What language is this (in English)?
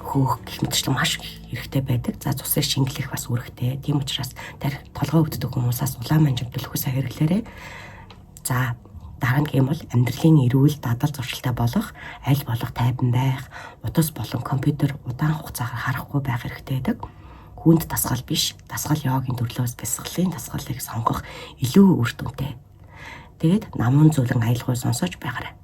Mongolian